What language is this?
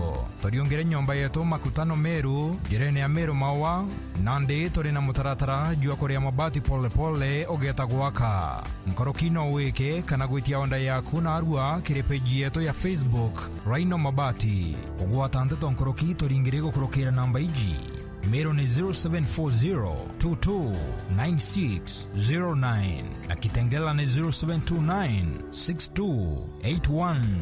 Meru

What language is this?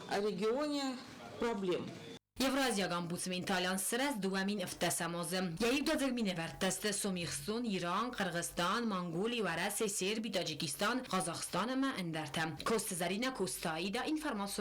Ossetic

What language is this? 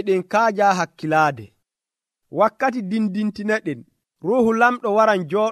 Nigerian Fulfulde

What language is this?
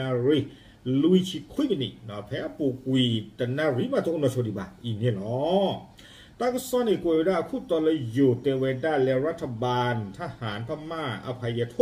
S'gaw Karen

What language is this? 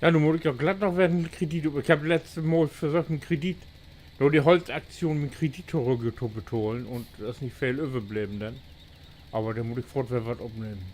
Low German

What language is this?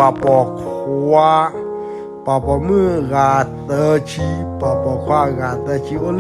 S'gaw Karen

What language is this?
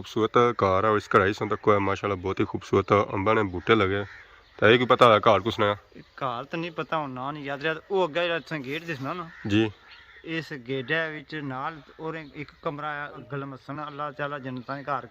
Pahari-Potwari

